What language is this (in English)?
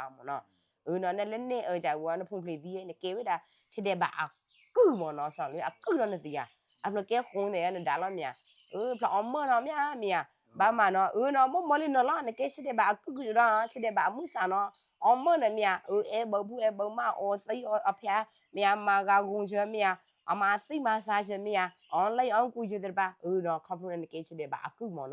S'gaw Karen